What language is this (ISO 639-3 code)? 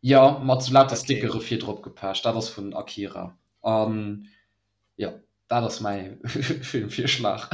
ltz